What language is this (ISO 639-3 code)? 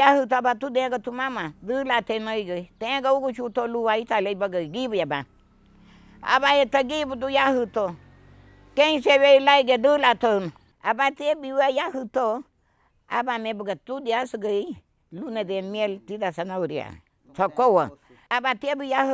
cab